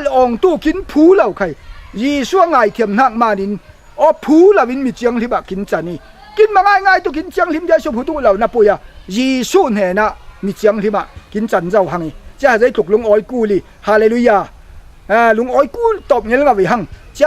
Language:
Falam Chin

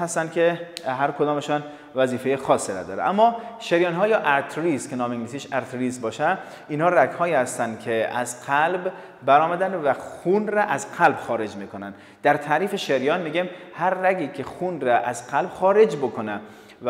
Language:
Persian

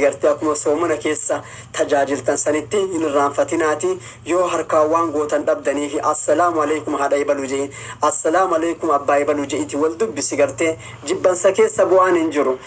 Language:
Oromo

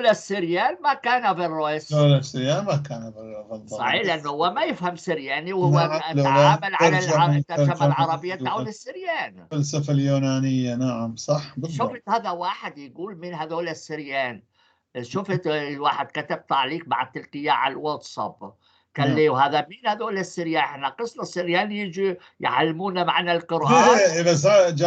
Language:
North Levantine Arabic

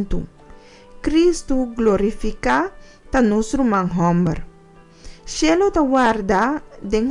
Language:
Papiamento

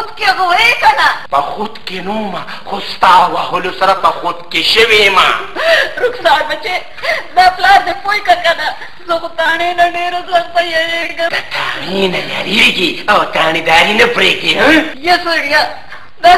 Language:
Pashto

